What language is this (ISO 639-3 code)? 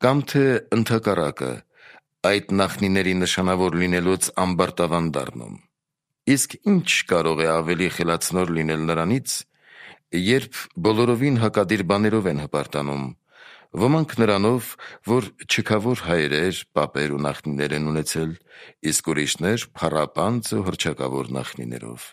hye